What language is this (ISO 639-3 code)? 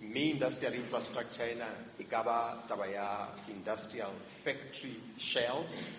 sot